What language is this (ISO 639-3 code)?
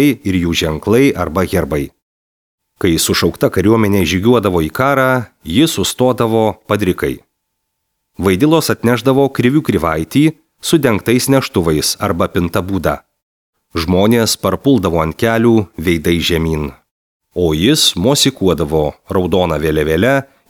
lit